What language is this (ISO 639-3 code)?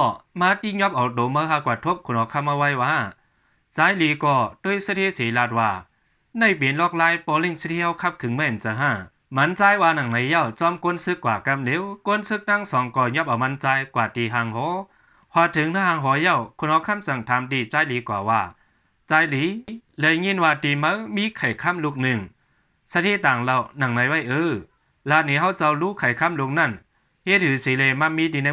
shn